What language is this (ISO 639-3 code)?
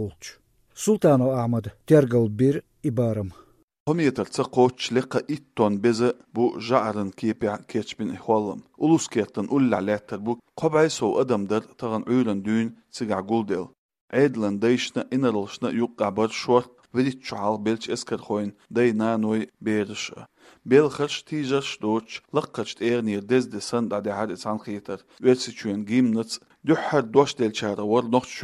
che